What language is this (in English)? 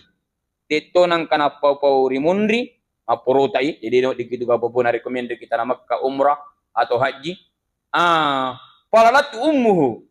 Buginese